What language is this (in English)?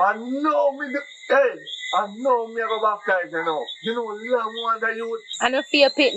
Jamaican Creole English